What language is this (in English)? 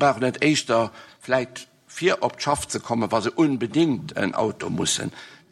Luxembourgish